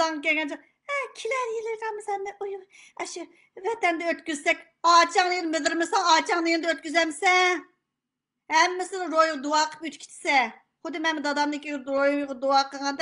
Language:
Uyghur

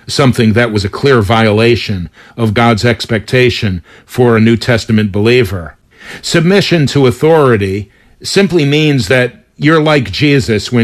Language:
English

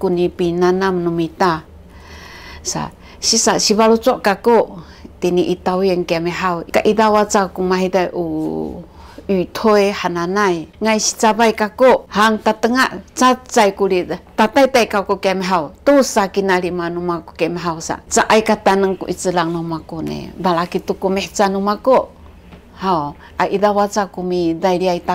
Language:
Sakizaya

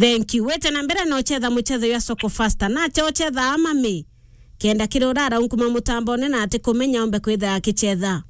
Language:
Meru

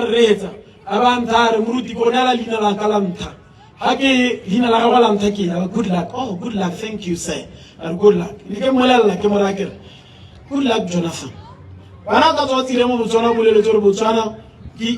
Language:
Tswana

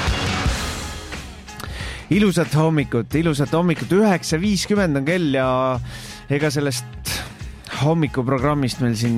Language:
Estonian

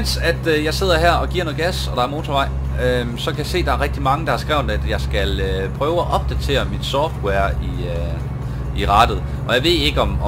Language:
Danish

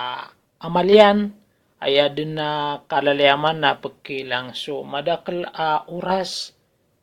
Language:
Maranao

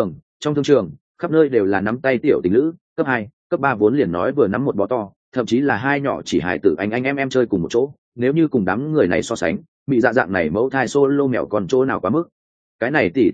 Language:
Vietnamese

